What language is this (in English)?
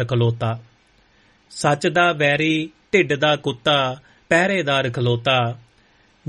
Punjabi